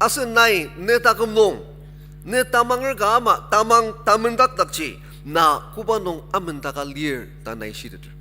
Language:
Ao Naga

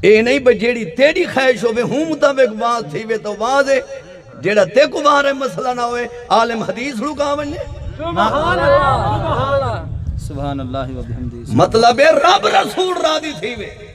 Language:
Saraiki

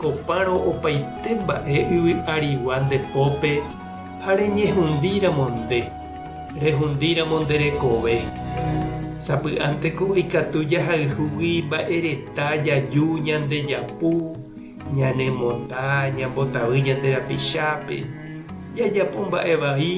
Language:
Guarani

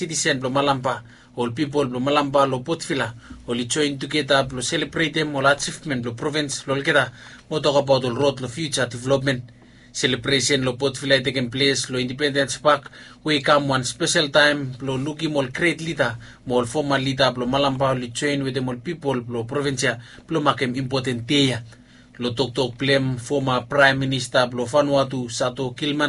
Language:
Bislama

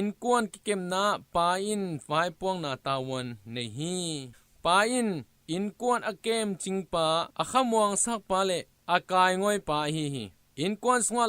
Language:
Tedim Chin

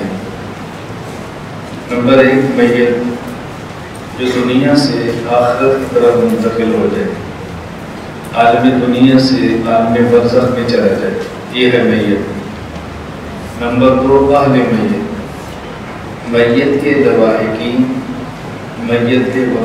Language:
Urdu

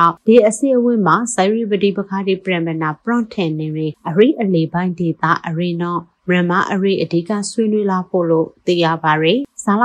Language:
Burmese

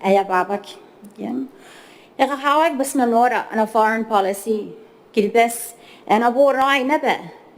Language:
Gilbertese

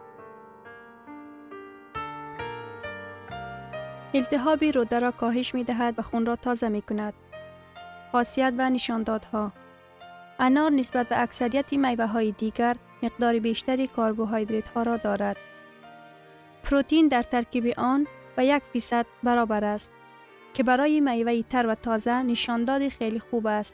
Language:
Persian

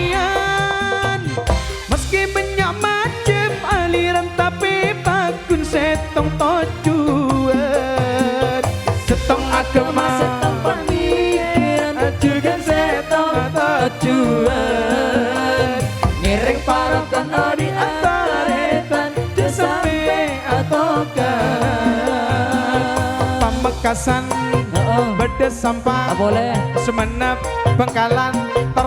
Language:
Madurese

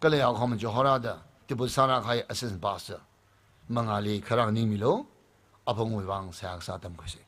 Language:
Tangkhul Naga (India)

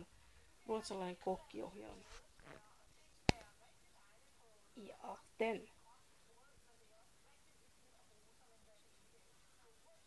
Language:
Finnish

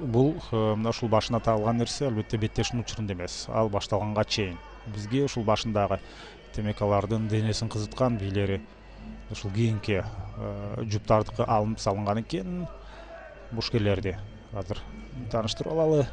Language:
Kyrgyz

